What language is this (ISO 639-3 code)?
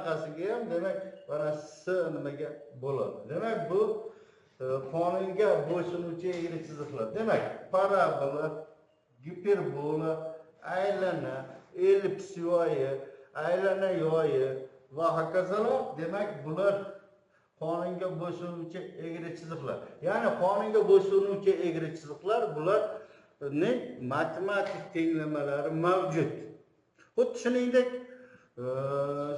uzb